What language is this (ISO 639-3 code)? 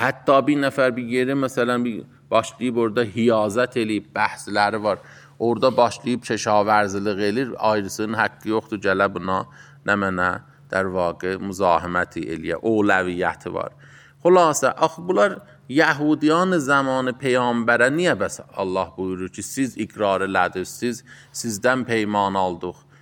aze